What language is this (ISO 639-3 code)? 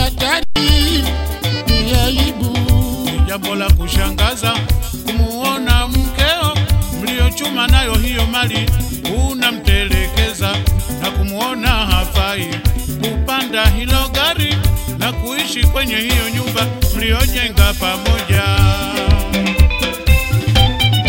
swa